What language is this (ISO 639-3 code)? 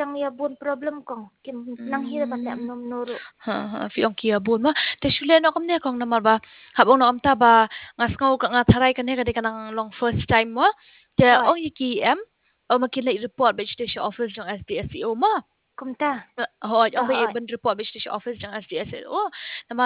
kha